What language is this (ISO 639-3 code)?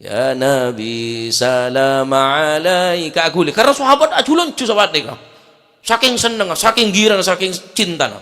mad